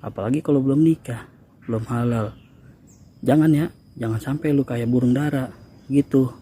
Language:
Betawi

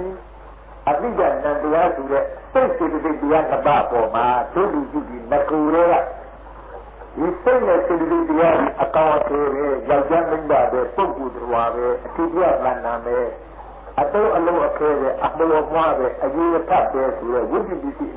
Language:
Burmese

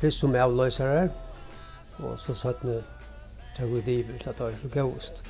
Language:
Faroese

